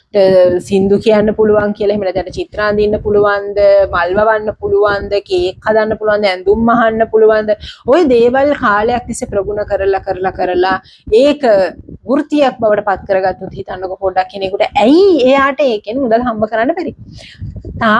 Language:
Sinhala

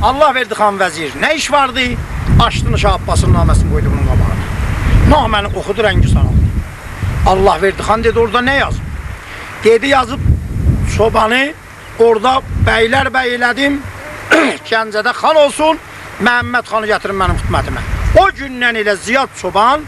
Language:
South Azerbaijani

